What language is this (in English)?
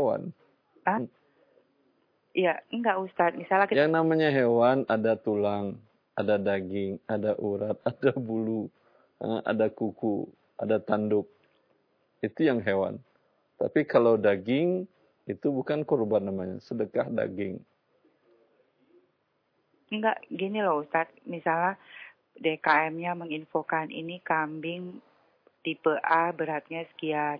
Indonesian